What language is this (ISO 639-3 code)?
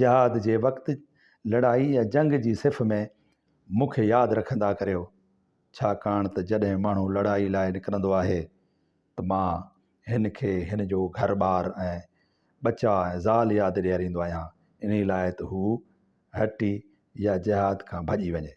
snd